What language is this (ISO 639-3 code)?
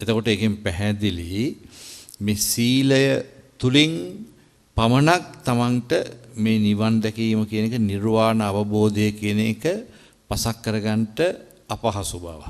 sin